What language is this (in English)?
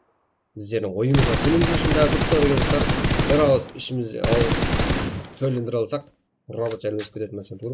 Kara-Kalpak